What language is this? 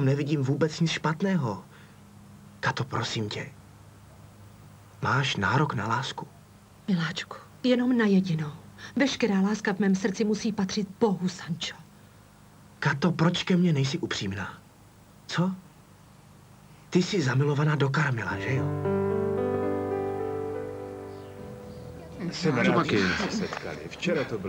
Czech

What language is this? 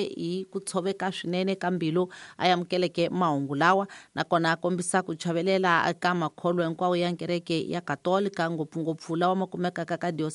Tsonga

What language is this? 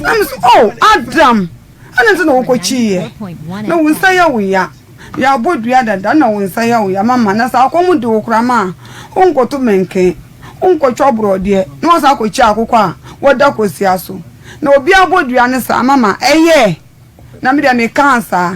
Akan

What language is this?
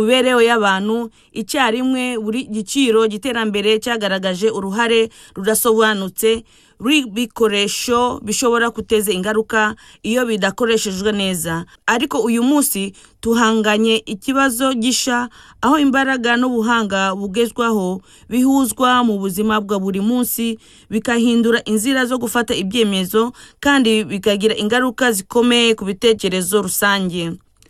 Kinyarwanda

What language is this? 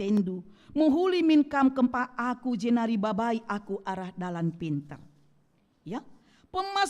Batak Karo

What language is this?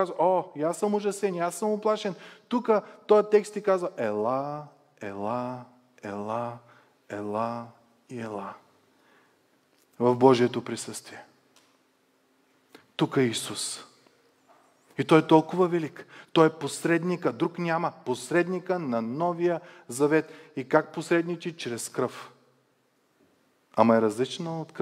Bulgarian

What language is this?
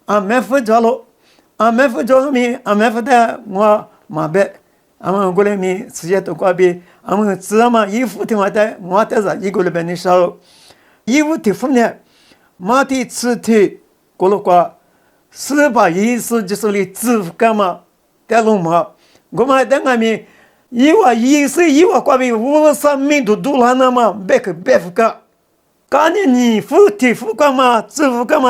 Lisu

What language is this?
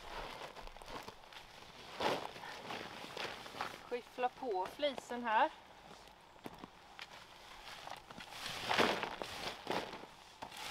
Swedish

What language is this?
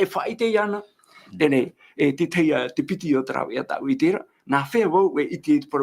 Tahitian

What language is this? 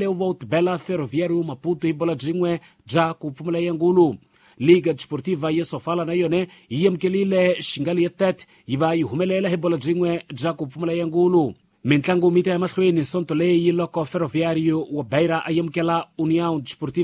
Tsonga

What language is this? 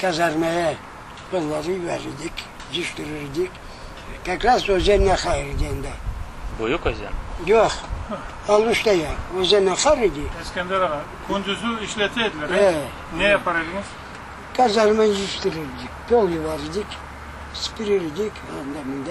Crimean Tatar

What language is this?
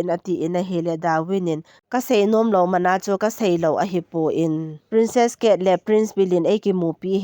Thado Chin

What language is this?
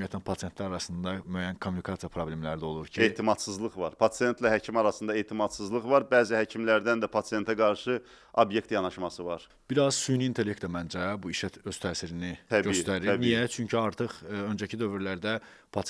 Azerbaijani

